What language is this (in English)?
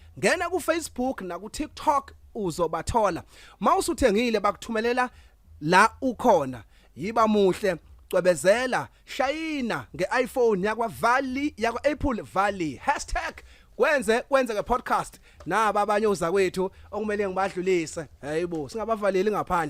Zulu